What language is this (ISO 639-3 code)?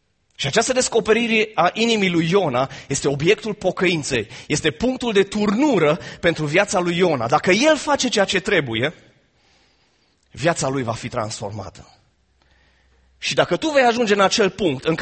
ron